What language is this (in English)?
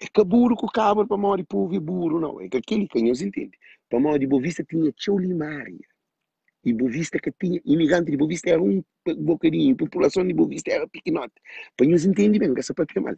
Kabuverdianu